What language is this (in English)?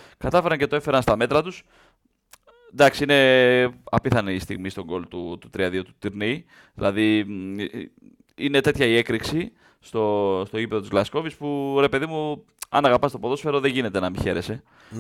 Greek